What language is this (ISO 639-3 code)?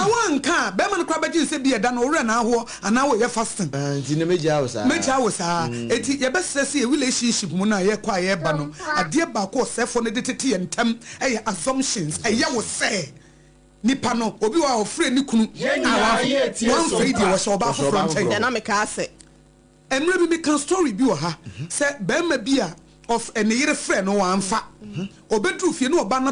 aka